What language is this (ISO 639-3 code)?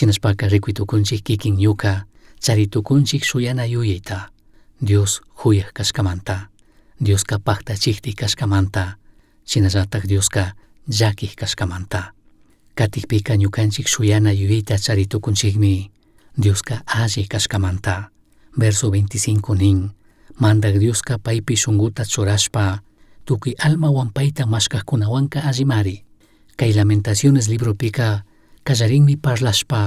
qug